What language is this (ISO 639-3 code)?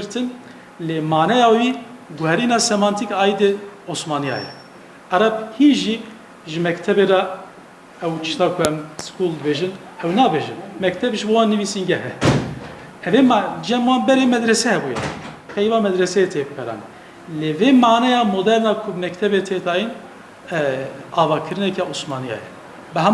kur